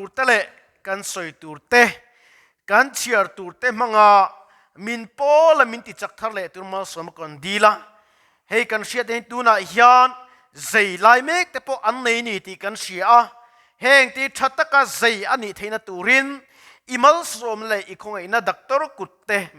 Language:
Mizo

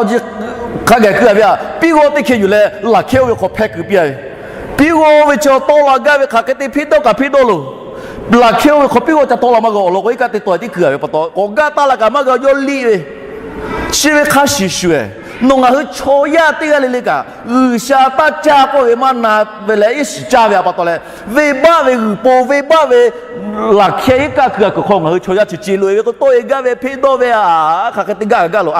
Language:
Lahu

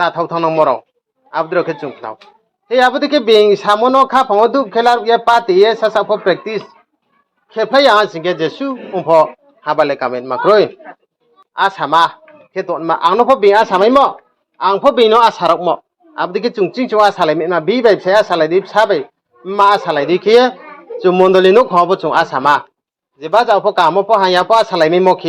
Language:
Riang (India)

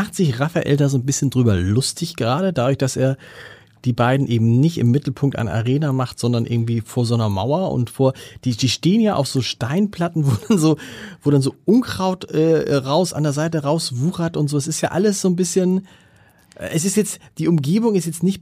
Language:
German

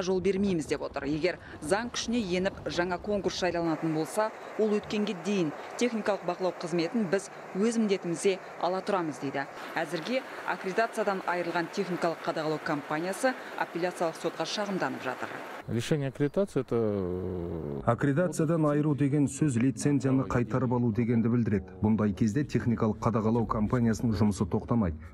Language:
Kazakh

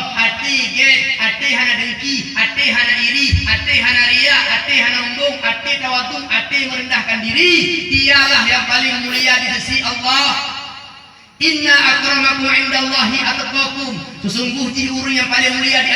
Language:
Achinese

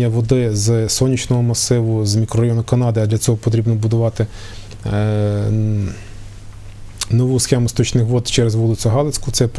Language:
Ukrainian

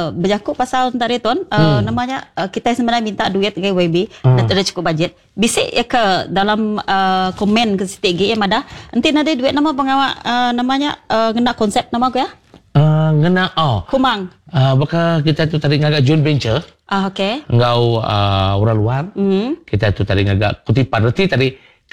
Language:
Iban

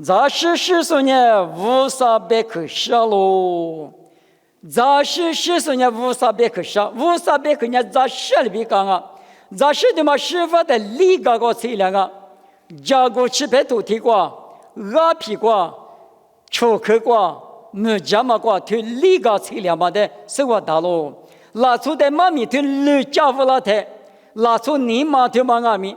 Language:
Lisu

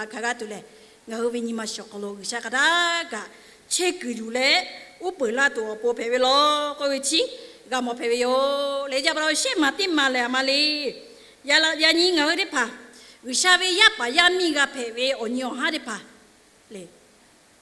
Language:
Lahu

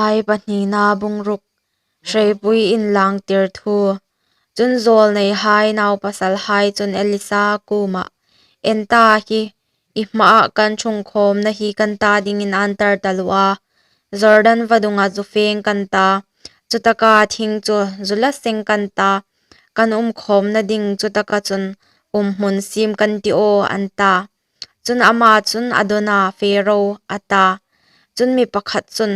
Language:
Hmar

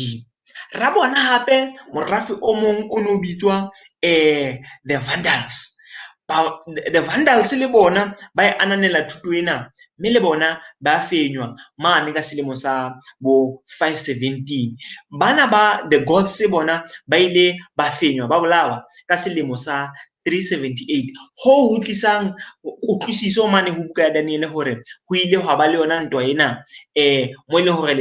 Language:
Southern Sotho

